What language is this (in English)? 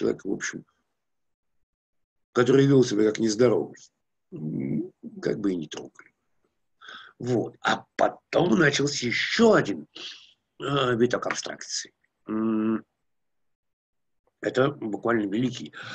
Russian